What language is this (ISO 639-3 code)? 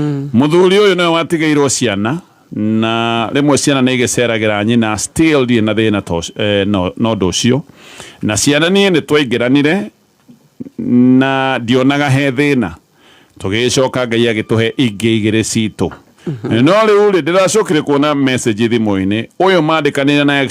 kik